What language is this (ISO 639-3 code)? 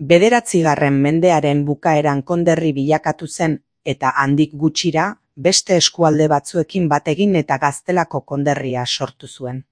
eus